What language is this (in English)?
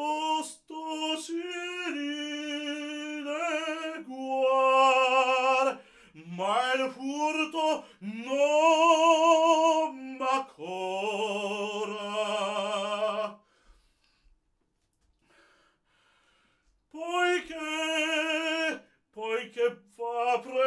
Italian